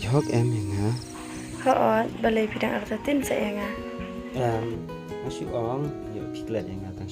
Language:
Khasi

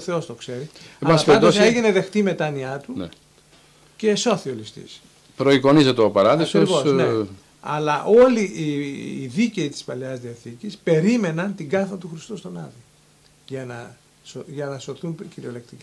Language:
Greek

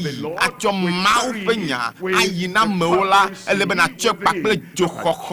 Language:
Ewe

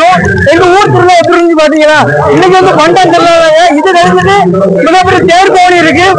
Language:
Tamil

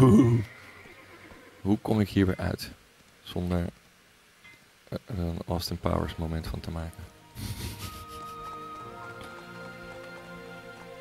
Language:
Dutch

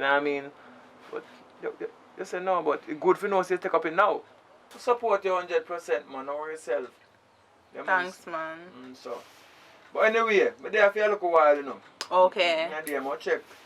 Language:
Jamaican Creole English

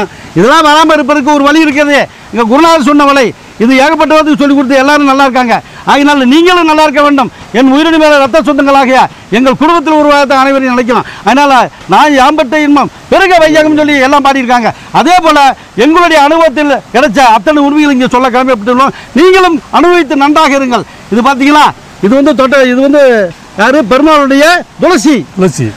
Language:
Tamil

